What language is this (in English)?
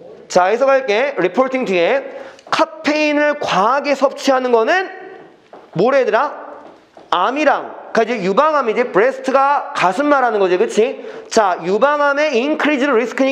Korean